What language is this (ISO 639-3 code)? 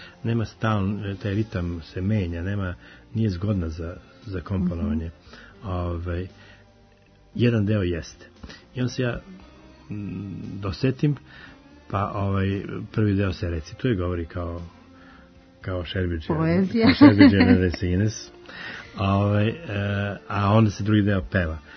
srp